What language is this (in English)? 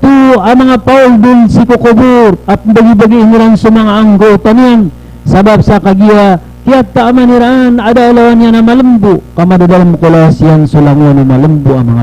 Maranao